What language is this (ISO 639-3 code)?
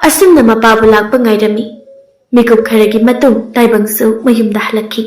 mni